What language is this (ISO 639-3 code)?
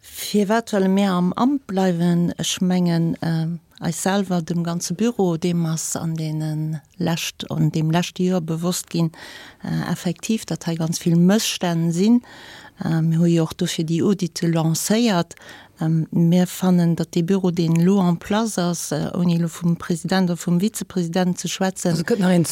ltz